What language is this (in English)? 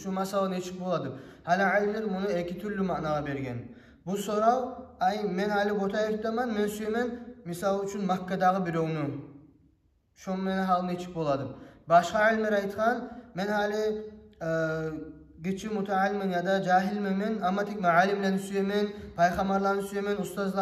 Kumyk